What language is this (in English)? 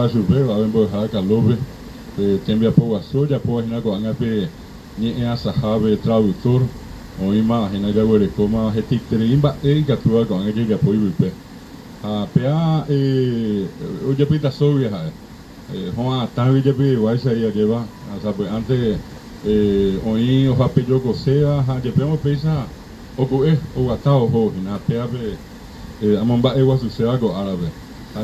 Guarani